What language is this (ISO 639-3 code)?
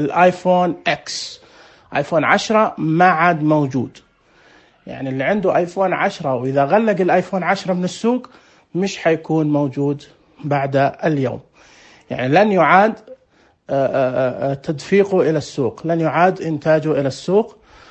ars